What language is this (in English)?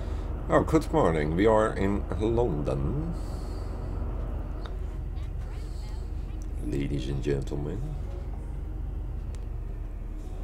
Dutch